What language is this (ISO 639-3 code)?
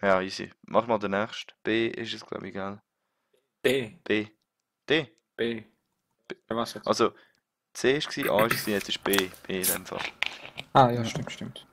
gsw